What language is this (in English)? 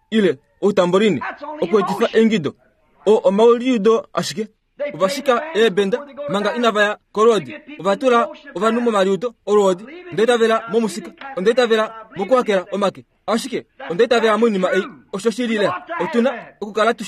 Kuanyama